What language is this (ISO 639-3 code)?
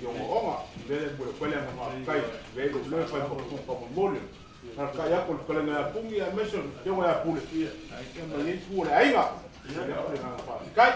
smo